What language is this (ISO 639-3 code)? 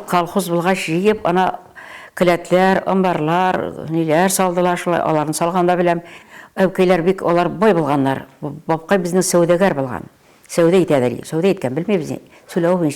bak